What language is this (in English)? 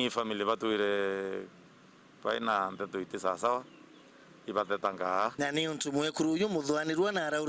Meru